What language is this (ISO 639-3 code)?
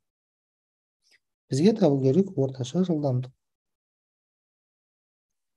kaz